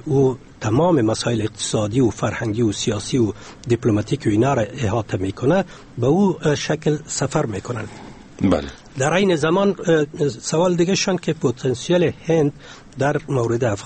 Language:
Persian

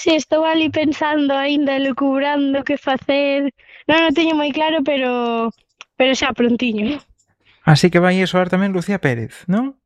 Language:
Galician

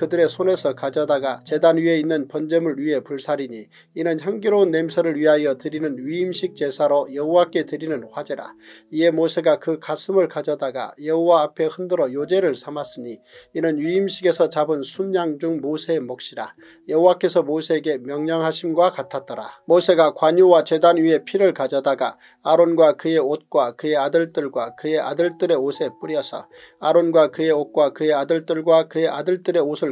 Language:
Korean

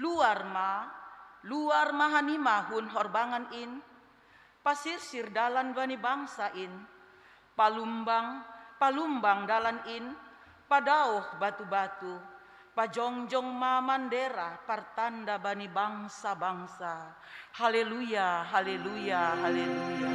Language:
Batak Simalungun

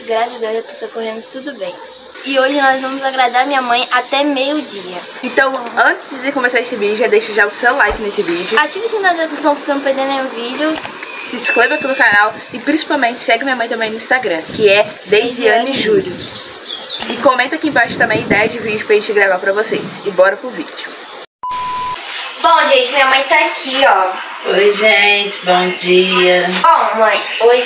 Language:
Portuguese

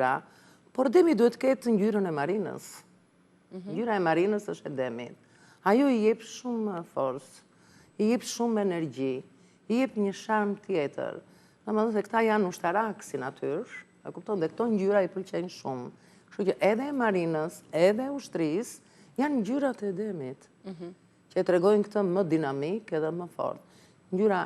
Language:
Albanian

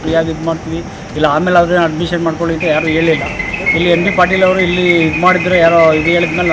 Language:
Kannada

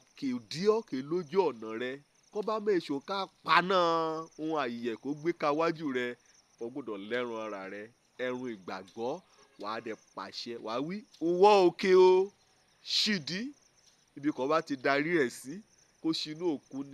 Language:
Yoruba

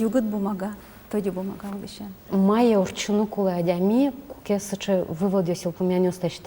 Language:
Udmurt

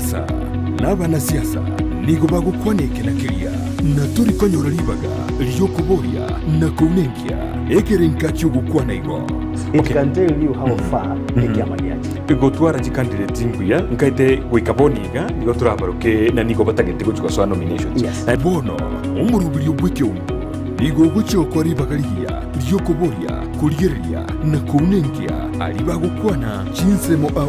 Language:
Gusii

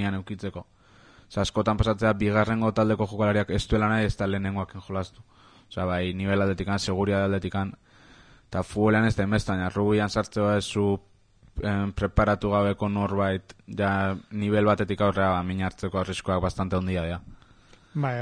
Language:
Basque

